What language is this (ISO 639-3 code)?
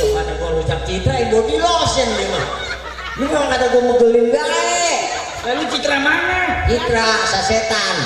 bew